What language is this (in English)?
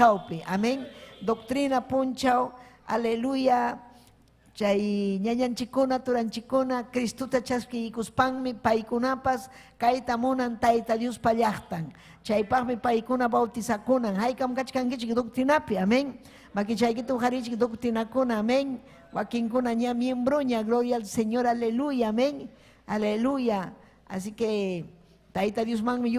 Ayacucho Quechua